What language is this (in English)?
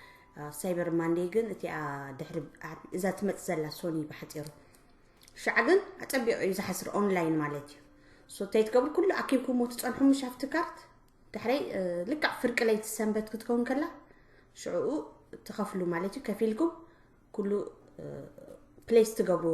Tigrinya